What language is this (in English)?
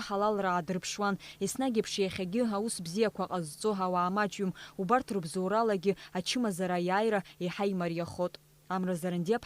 Abkhazian